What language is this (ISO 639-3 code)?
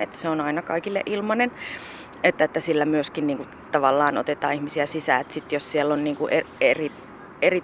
fin